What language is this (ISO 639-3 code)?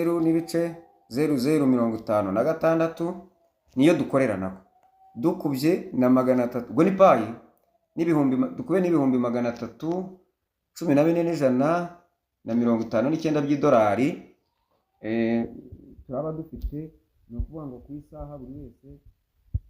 kin